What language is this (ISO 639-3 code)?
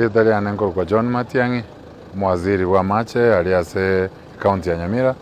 guz